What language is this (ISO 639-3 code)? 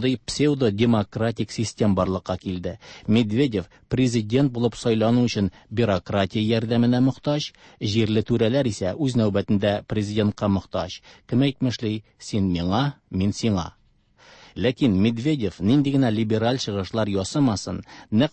tat